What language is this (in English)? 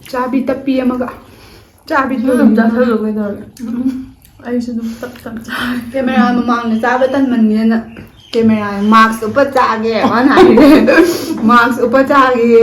Manipuri